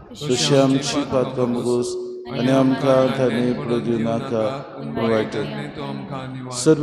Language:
Konkani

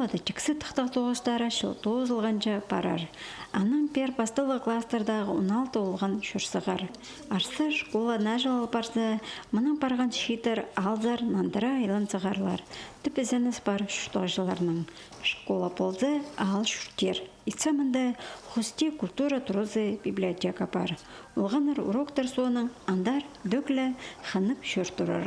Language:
Khakas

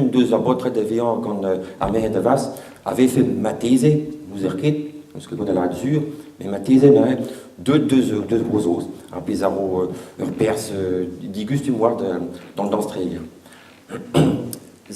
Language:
Breton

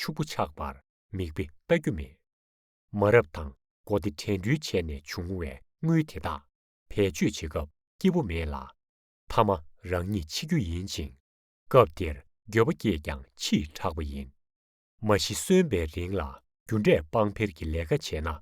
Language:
Tibetan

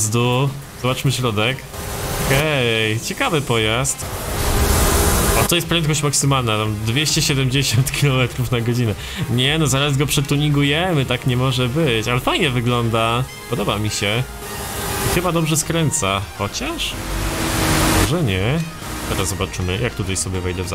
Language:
Polish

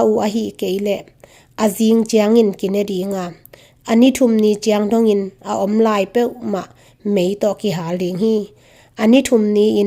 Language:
Tedim Chin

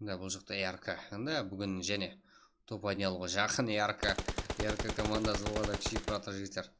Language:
Kara-Kalpak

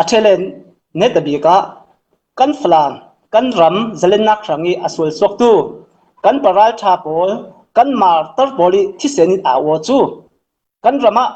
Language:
Falam Chin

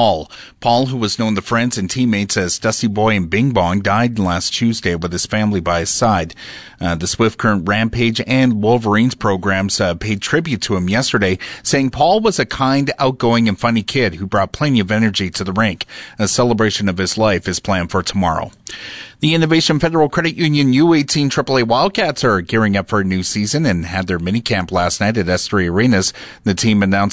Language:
English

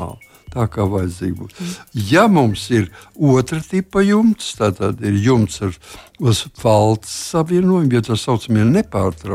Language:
Latvian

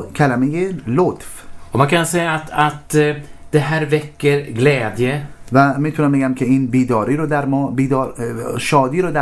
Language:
Persian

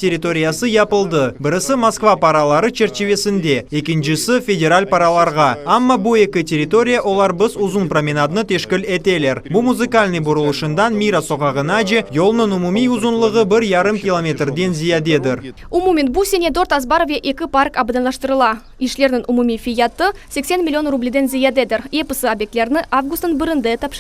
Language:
Crimean Tatar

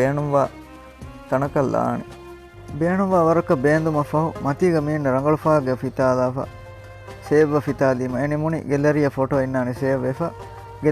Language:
Divehi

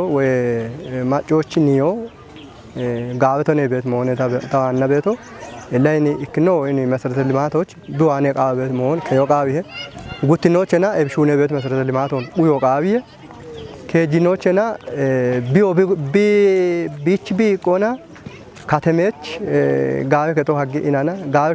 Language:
Kafa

